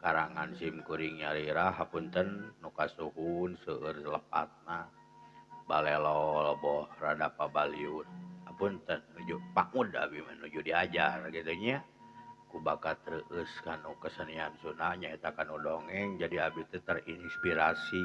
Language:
Sundanese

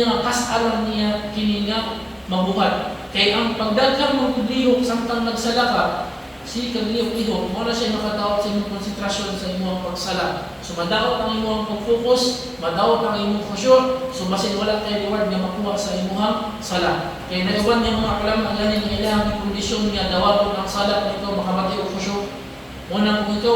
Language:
Cebuano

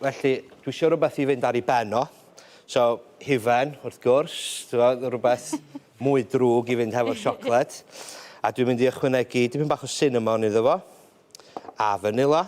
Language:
Welsh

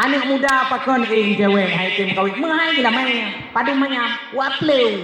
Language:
Achinese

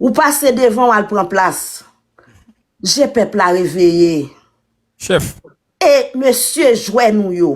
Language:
Haitian Creole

